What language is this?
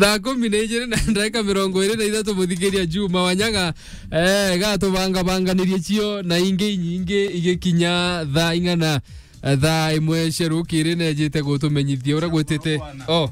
Meru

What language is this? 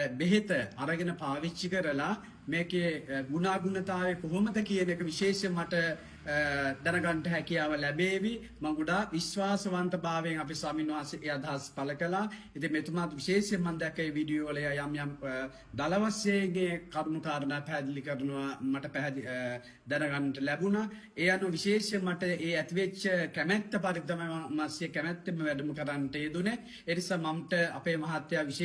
Sinhala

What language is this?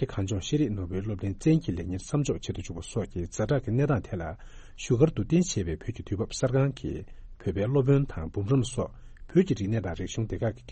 Tibetan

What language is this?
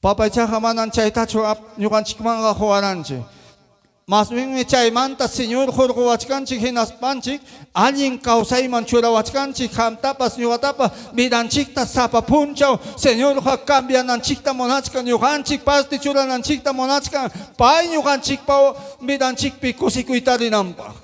Ayacucho Quechua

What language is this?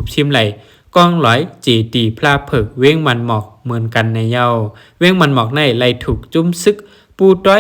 Shan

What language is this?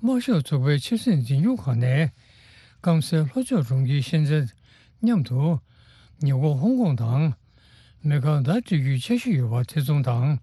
Tibetan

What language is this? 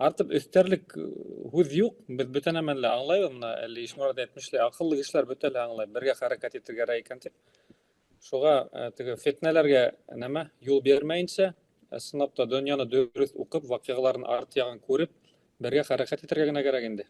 Bashkir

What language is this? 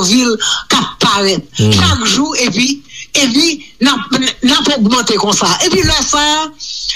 Haitian Creole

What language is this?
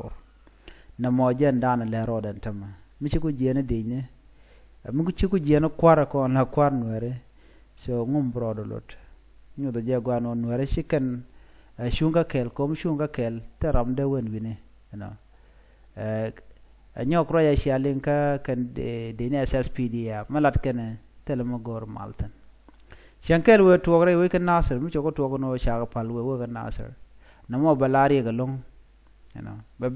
Nuer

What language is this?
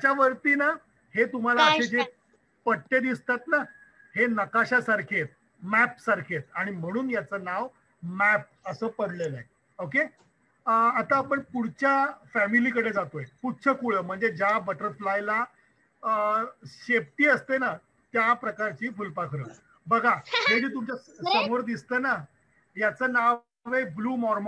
Marathi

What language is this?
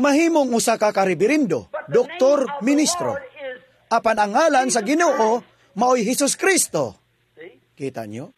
Cebuano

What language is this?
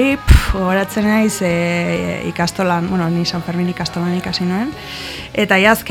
Basque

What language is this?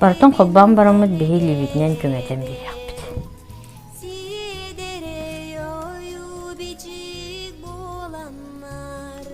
Yakut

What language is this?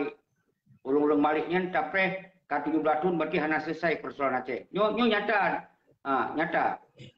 Achinese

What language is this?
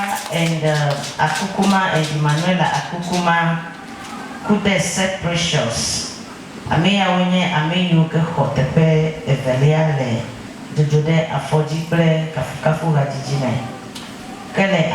Ewe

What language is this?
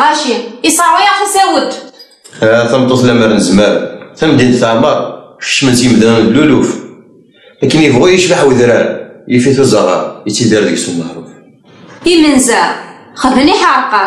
Kabyle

